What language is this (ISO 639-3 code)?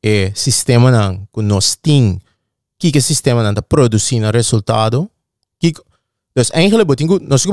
pap